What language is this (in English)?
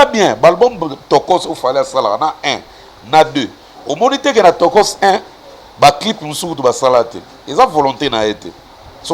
Lingala